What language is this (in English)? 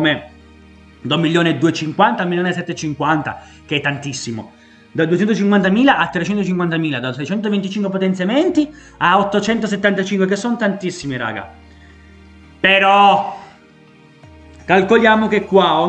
Italian